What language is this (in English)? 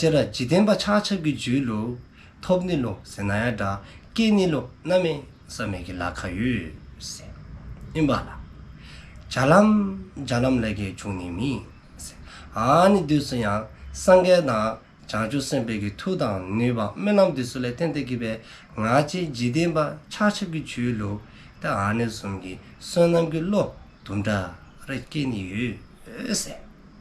Dzongkha